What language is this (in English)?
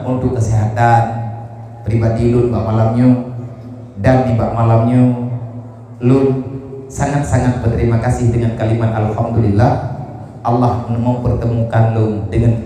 Achinese